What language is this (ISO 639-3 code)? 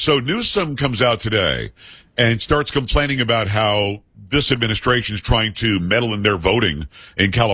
eng